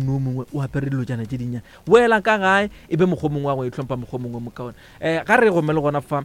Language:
Northern Sotho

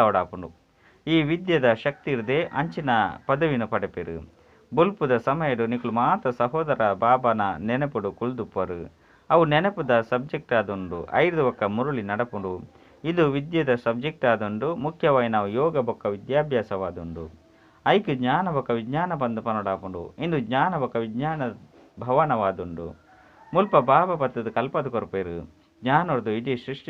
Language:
Tulu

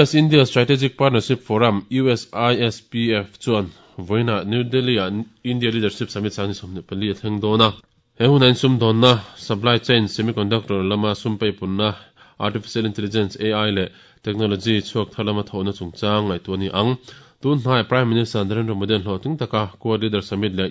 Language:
Mizo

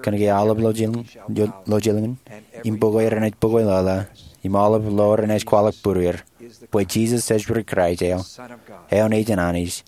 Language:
Marshallese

